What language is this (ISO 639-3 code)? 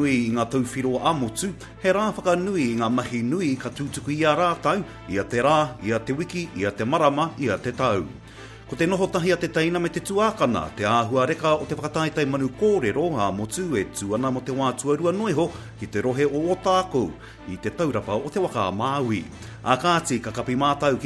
mri